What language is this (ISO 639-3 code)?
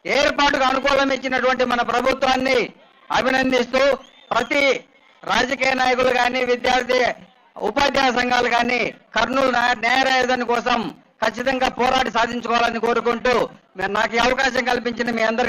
tel